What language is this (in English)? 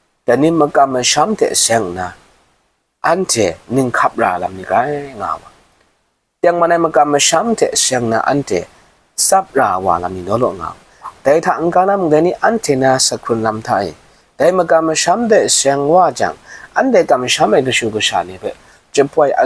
Kachin